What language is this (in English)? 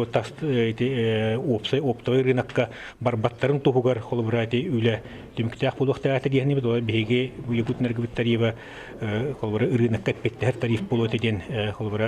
Yakut